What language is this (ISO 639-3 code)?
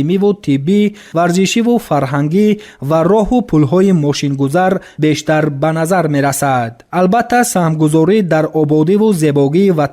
tgk